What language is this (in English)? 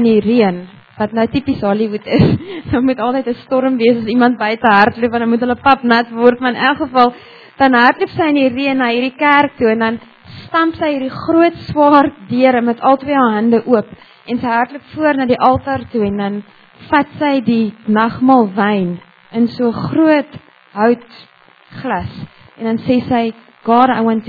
Afrikaans